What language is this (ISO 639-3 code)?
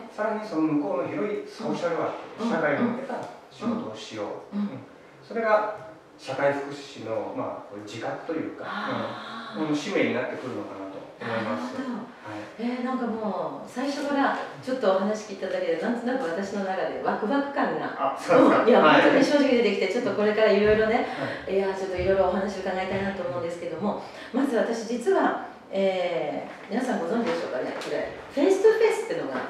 jpn